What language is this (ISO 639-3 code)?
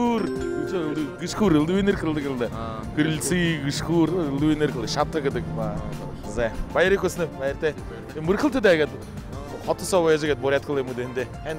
bua